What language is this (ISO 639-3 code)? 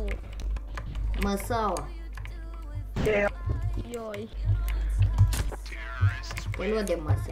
ron